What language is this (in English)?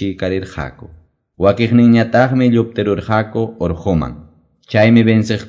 Quechua